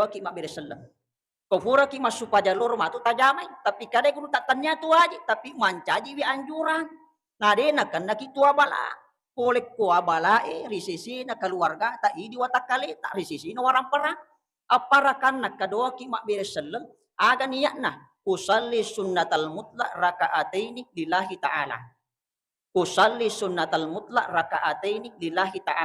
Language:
Buginese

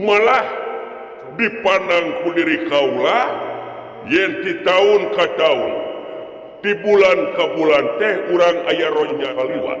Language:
Sundanese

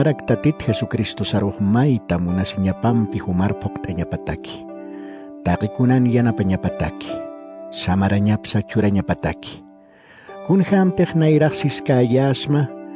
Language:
Aymara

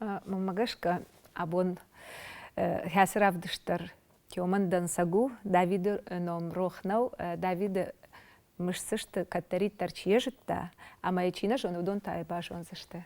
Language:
Ossetic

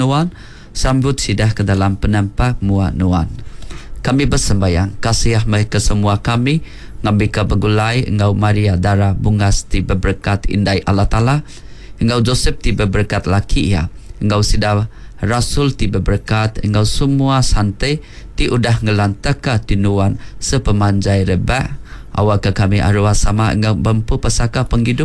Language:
Iban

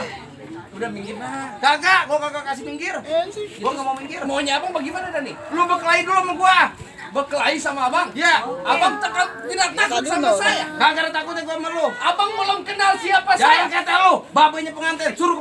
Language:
Betawi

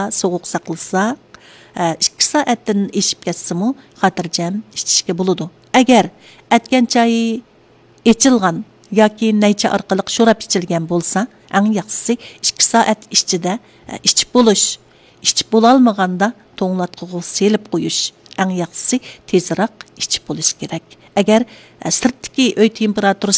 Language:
Uyghur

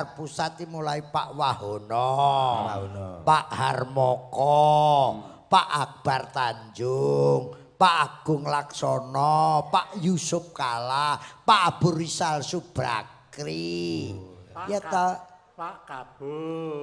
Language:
Javanese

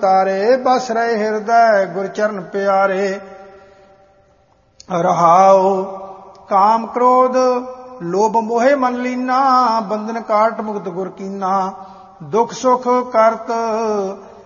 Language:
Punjabi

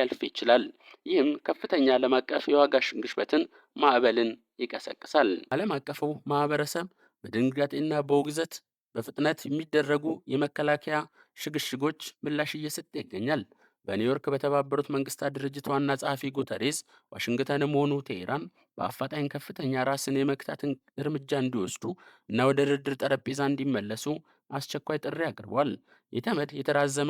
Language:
Amharic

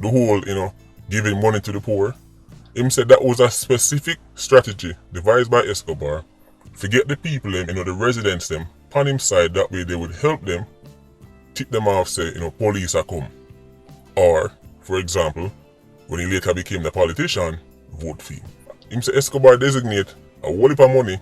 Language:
Jamaican Creole English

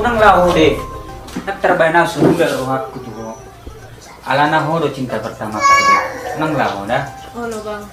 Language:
Batak Toba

